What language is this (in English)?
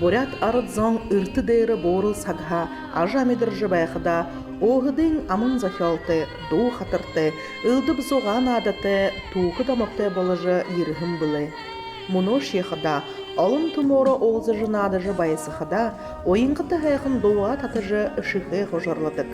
Buriat